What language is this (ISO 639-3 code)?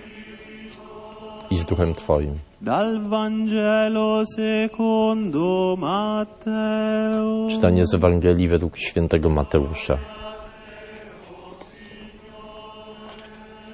pol